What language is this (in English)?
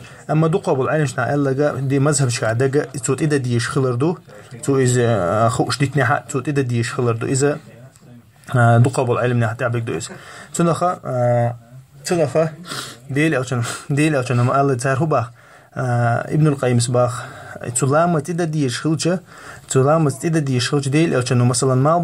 Chechen